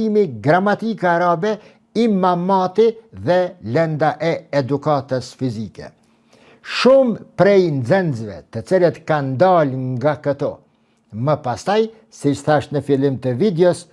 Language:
Albanian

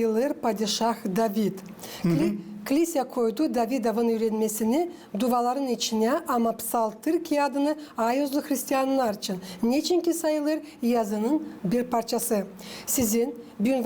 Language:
Gagauz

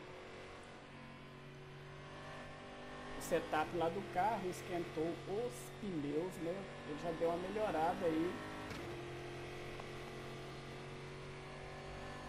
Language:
Portuguese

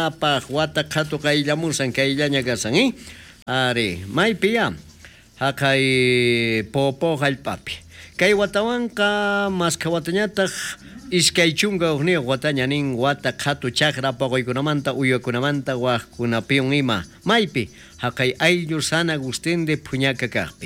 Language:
South Bolivian Quechua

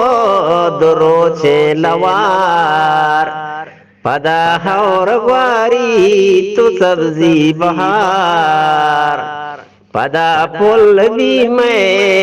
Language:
Eastern Balochi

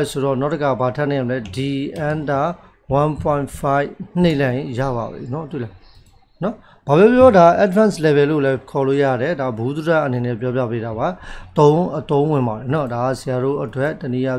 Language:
Burmese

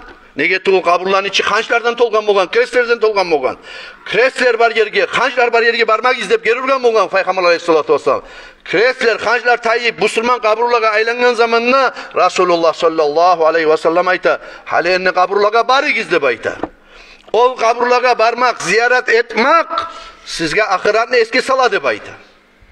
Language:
Kumyk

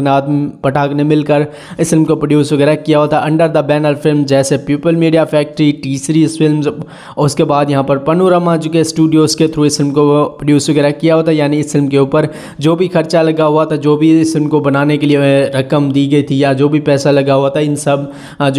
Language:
Hindi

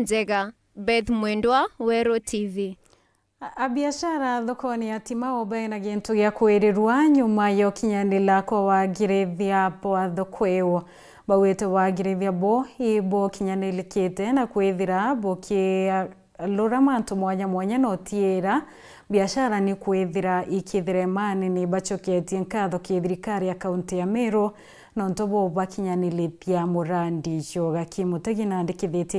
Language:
Meru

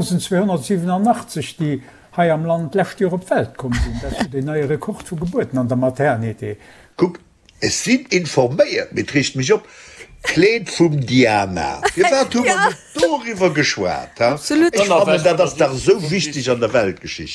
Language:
Luxembourgish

